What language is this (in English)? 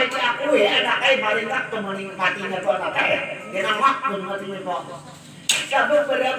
Banjar